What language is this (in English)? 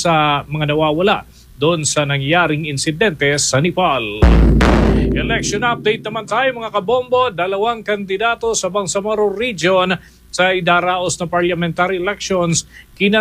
Filipino